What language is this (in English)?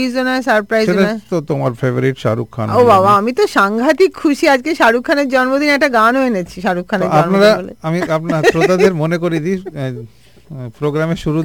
Bangla